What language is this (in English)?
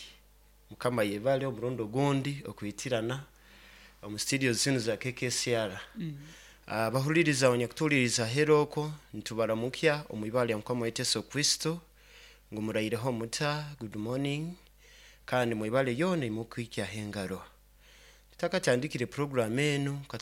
Nyoro